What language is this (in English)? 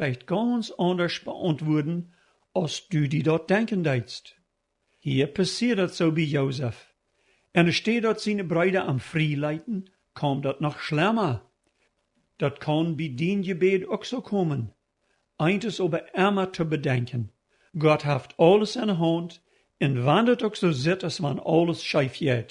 Plautdietsch